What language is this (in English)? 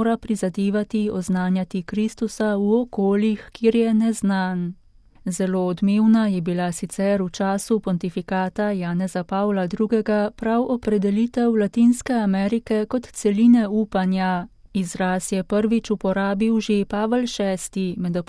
Slovenian